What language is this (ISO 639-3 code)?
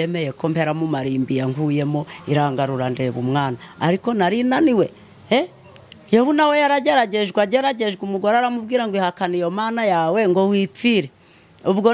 kin